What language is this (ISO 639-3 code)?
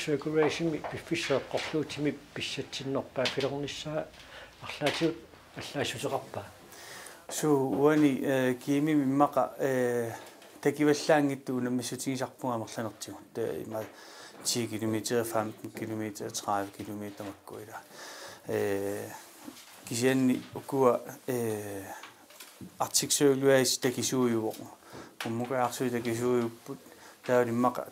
kal